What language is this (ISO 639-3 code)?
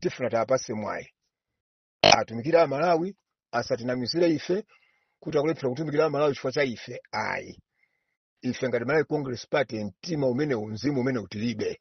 nya